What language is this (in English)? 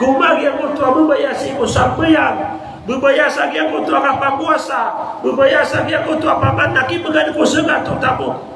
Maranao